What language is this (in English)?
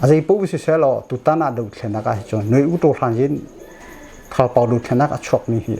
Hakha Chin